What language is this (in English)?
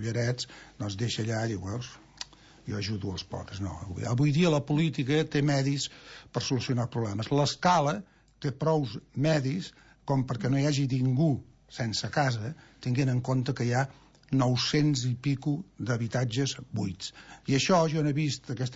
Catalan